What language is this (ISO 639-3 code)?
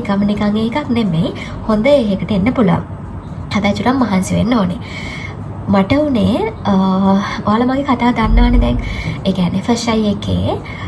sin